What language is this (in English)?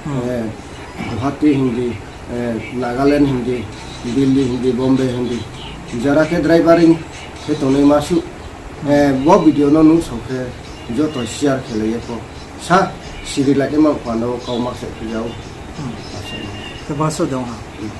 Riang (India)